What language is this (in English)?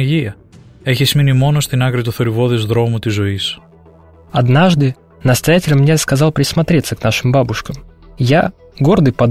Greek